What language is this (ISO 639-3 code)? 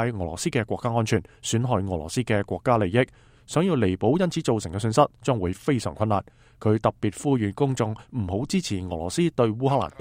yue